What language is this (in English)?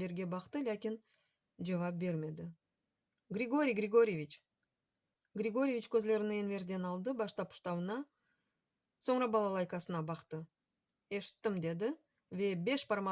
Crimean Tatar